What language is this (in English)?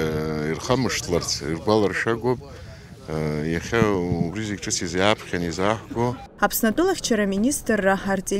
Abkhazian